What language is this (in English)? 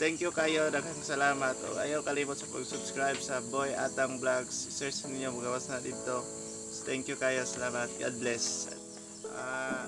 Cebuano